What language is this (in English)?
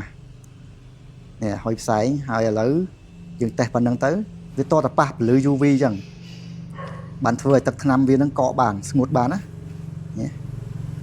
Khmer